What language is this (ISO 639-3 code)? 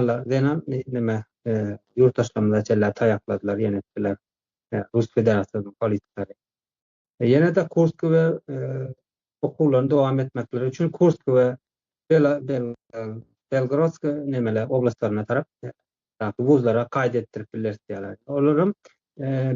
tuk